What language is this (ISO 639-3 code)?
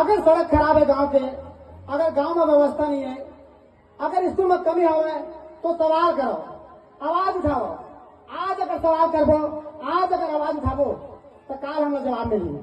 hne